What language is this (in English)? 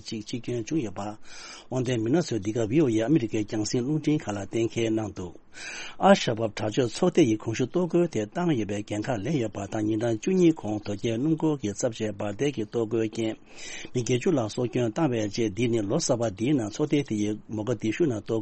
Tibetan